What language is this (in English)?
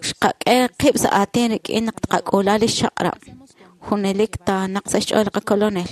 Kekchí